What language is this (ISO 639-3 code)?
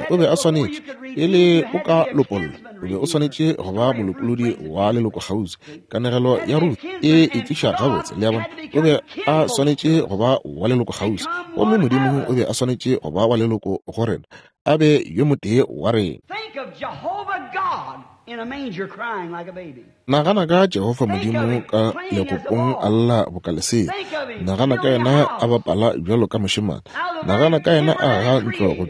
nso